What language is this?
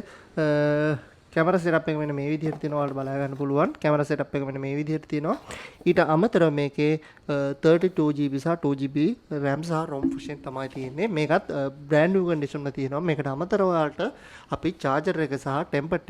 Sinhala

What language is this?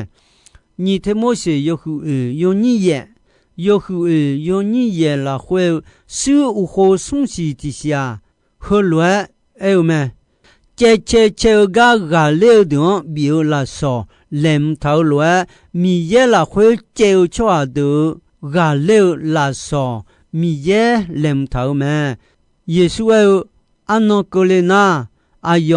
Akha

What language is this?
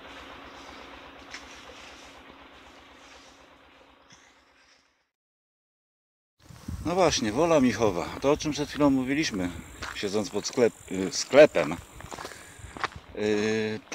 Polish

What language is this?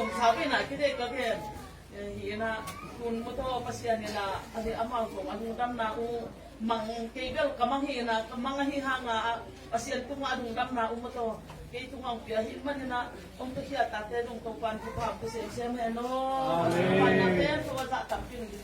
Tedim Chin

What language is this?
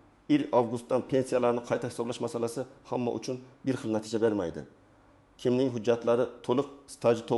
Uzbek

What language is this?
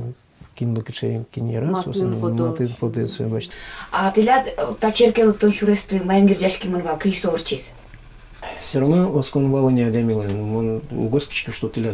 Udmurt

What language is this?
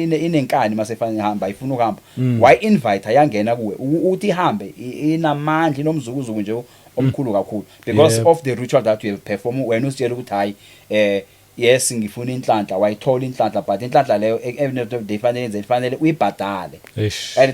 Zulu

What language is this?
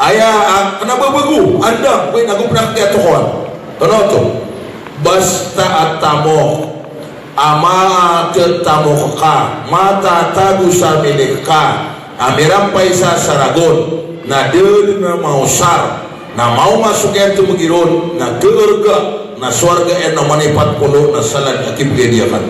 Maranao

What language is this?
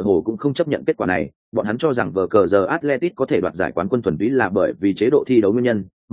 Vietnamese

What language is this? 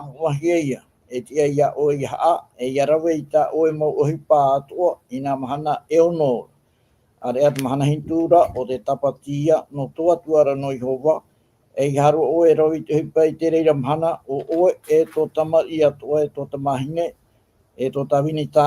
Tahitian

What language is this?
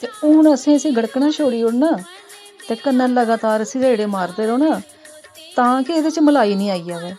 Dogri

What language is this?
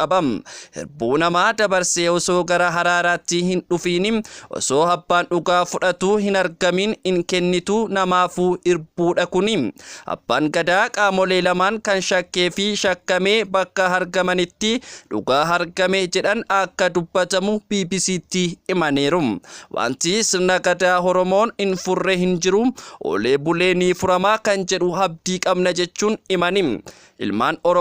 Oromo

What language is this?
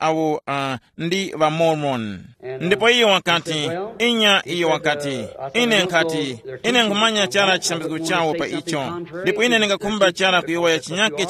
Tumbuka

